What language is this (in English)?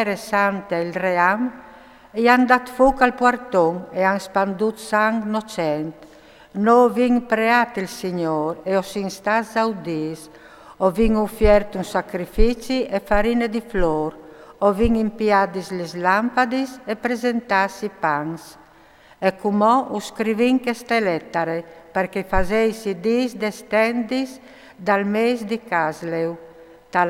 Friulian